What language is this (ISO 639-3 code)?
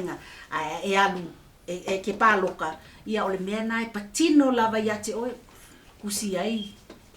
smo